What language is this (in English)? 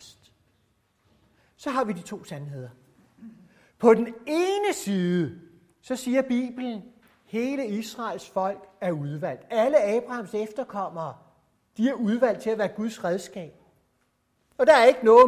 Danish